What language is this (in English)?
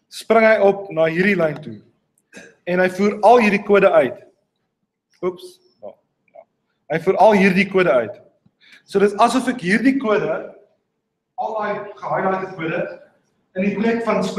Afrikaans